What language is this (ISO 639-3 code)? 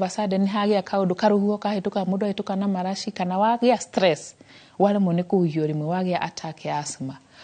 kik